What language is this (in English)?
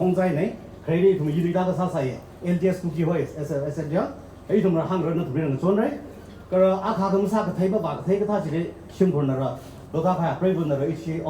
Tangkhul Naga (India)